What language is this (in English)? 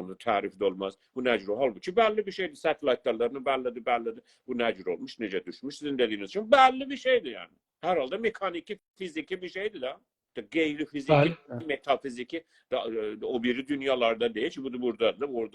South Azerbaijani